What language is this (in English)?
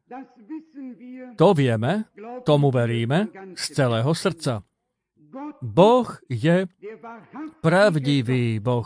Slovak